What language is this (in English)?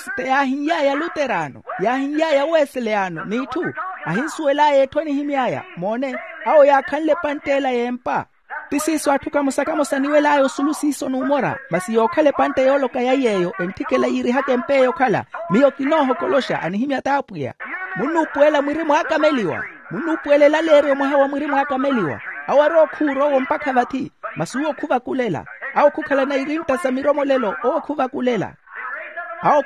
Makhuwa